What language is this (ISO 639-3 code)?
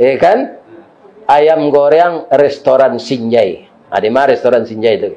min